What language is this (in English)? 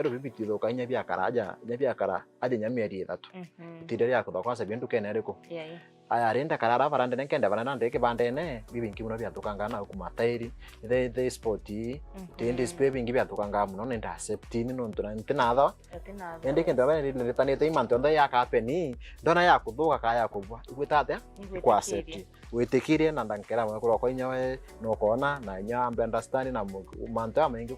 Meru